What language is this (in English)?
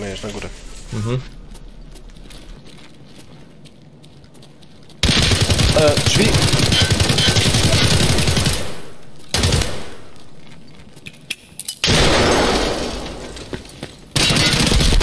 Polish